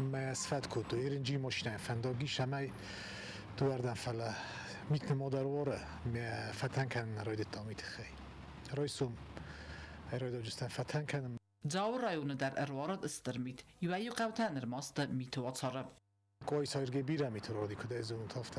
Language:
Ossetic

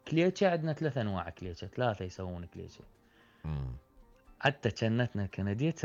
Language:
Mesopotamian Arabic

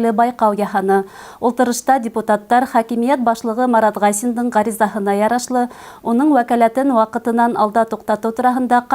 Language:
Bashkir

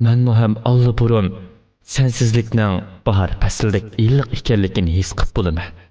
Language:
Uyghur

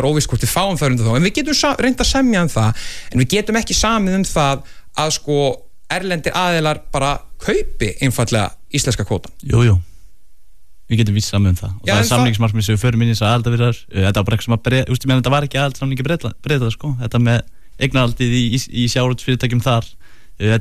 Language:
Icelandic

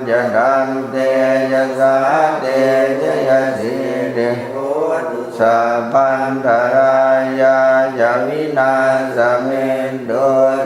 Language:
Pali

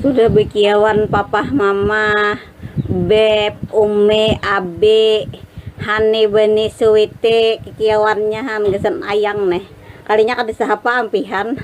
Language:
Banjar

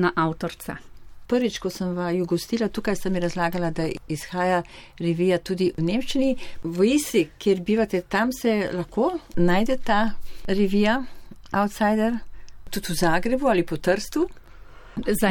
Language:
Slovenian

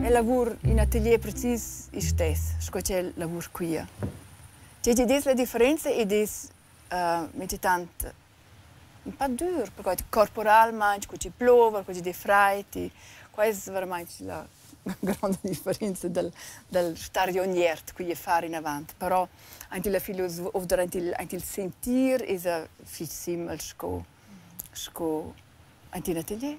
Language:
Romansh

